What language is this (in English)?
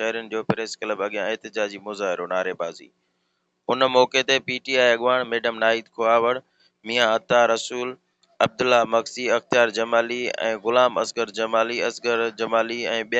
Sindhi